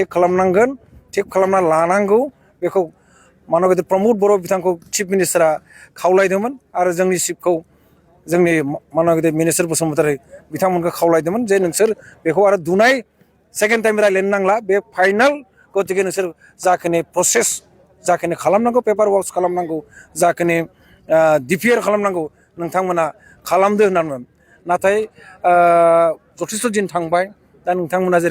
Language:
Bodo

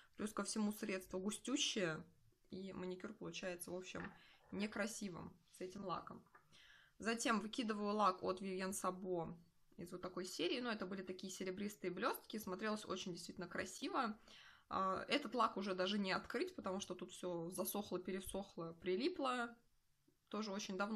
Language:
Russian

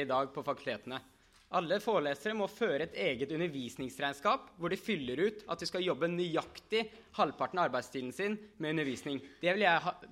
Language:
Norwegian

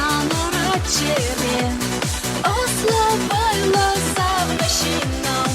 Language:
Chuvash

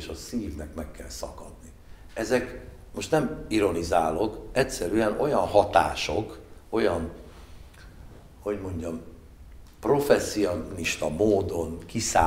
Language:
Hungarian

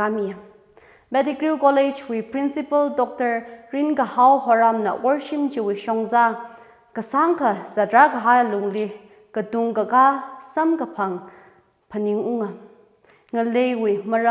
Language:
Tangkhul Naga (India)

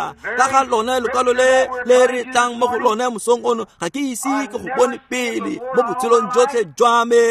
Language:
Tswana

